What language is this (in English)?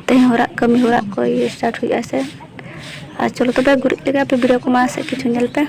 Santali